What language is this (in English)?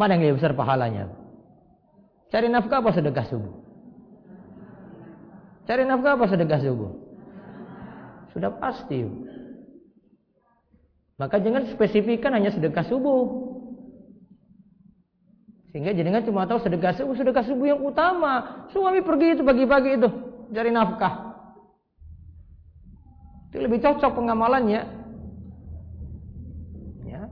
Indonesian